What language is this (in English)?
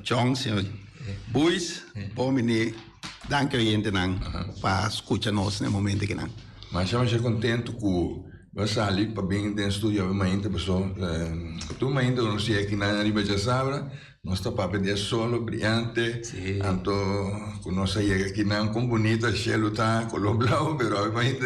Papiamento